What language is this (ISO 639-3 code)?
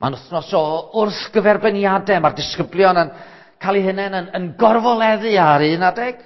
cym